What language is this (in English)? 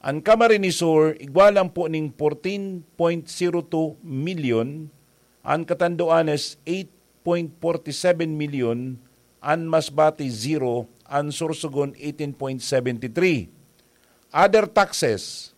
Bikol